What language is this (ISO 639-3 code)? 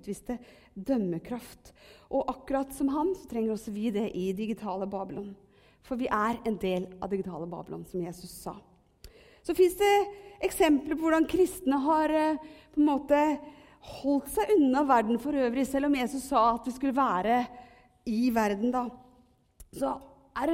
nor